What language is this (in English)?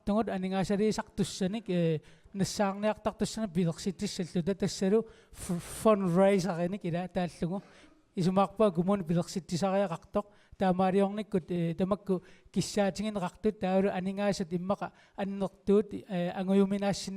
Kalaallisut